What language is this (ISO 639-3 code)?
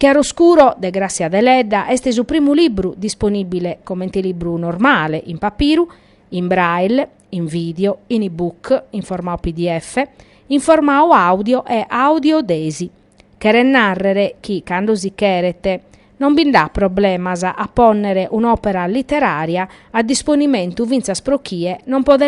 srd